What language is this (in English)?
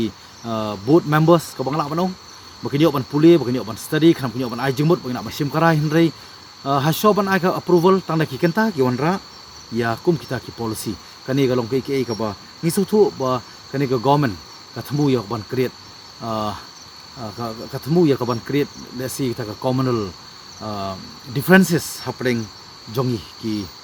Khasi